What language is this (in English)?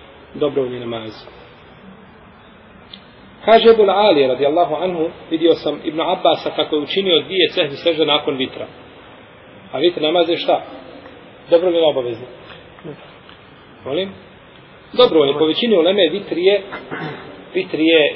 Bosnian